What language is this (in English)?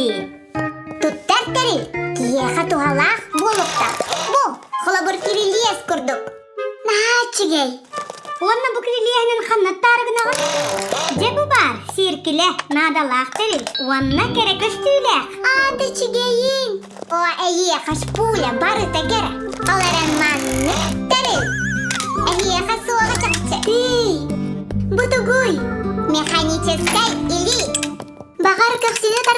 Yakut